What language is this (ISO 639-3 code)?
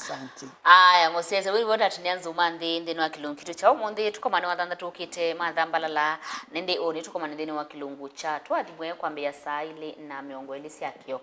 kam